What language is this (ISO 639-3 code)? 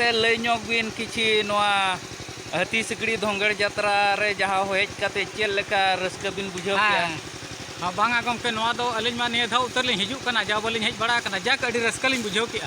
sat